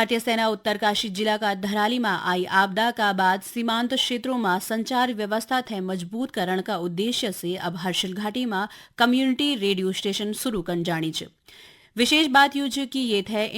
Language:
Garhwali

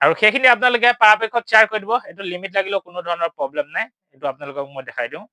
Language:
Assamese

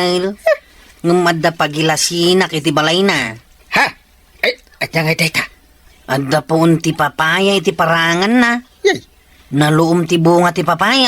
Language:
Iloko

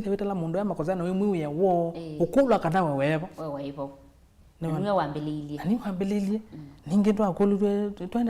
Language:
Kamba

